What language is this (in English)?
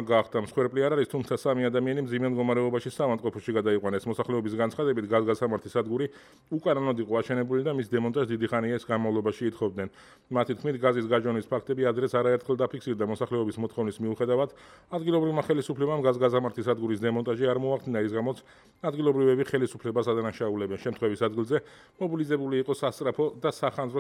Georgian